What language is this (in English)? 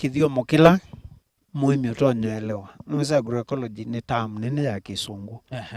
Kamba